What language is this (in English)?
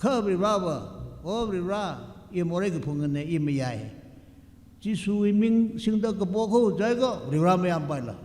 Tangkhul Naga (India)